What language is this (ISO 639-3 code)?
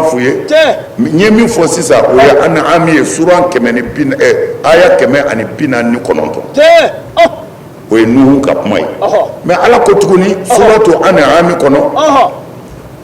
bam